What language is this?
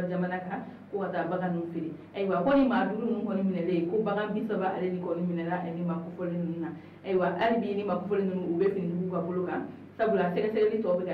Bambara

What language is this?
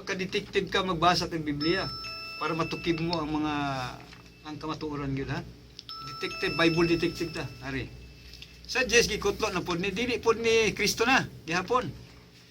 Cebuano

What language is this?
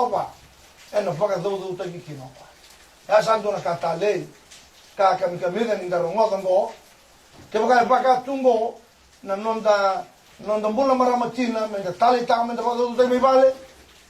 Fijian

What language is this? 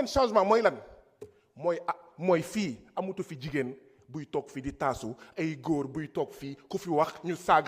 Wolof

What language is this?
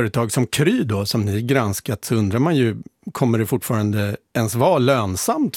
Swedish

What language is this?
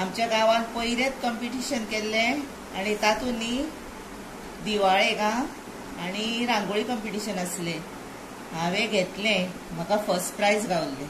Konkani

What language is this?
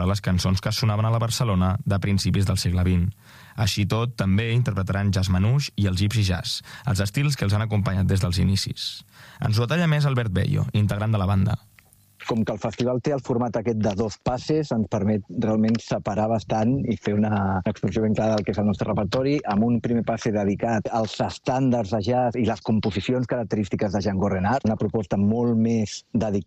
Catalan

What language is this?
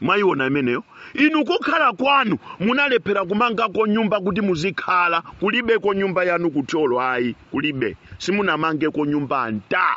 Nyanja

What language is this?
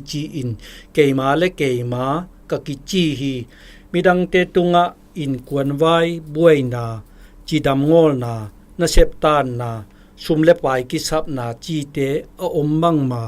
Zou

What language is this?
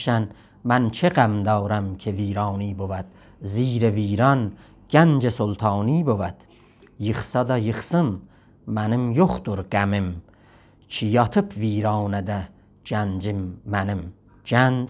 South Azerbaijani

